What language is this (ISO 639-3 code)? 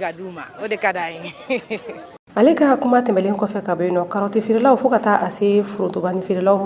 bam